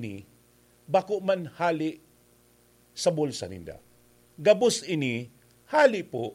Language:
Bikol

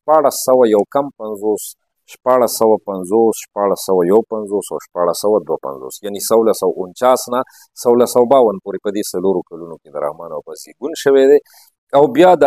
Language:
Pashto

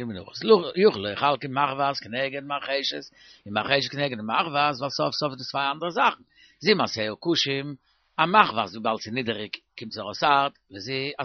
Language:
Yiddish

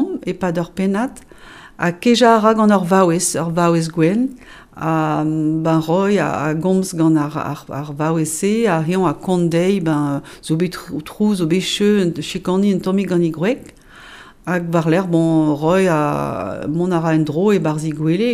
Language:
Breton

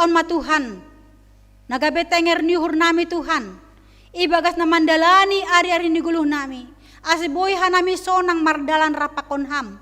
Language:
Batak Simalungun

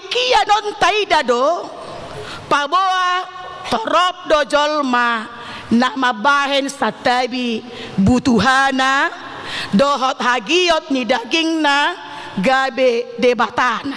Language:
Batak Toba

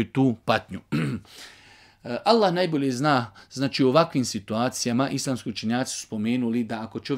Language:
Bosnian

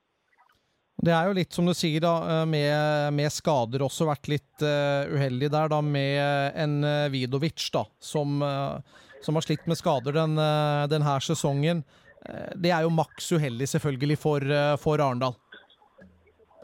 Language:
Norwegian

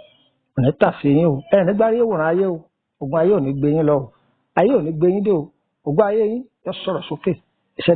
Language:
Yoruba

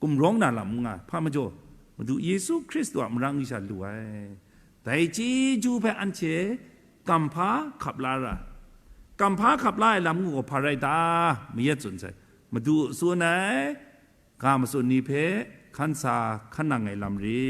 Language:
Kachin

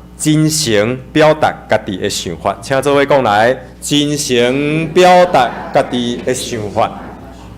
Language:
Min Nan Chinese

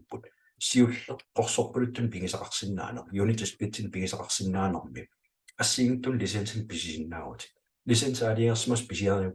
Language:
Kalaallisut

